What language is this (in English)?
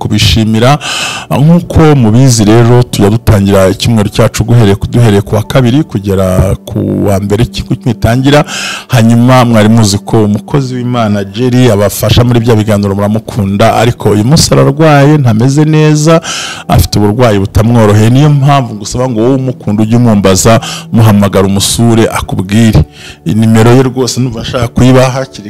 Kinyarwanda